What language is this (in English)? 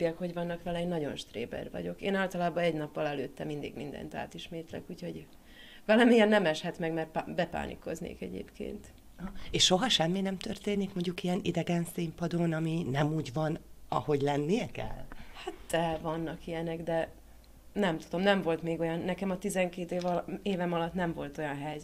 Hungarian